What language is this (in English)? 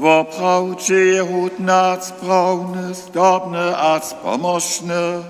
Upper Sorbian